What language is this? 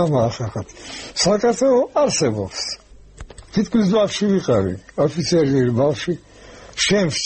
Georgian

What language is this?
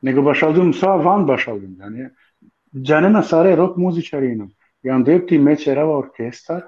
Balkan Romani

